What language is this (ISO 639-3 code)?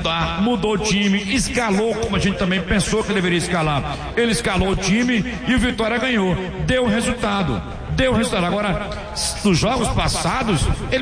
por